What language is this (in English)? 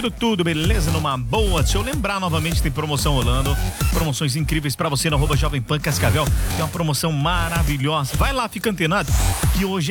Portuguese